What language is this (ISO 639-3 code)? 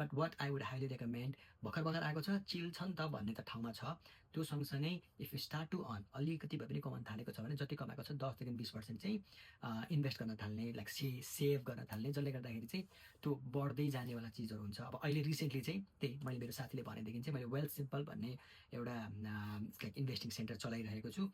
nep